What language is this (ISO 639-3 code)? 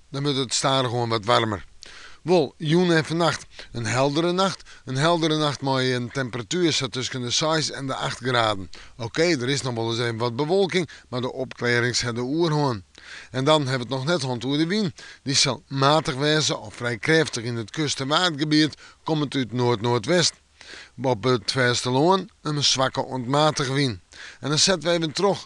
fry